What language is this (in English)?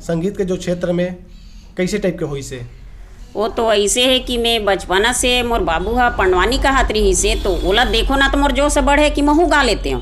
Chhattisgarhi